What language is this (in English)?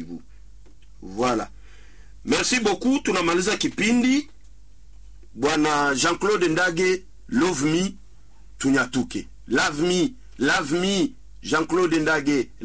Swahili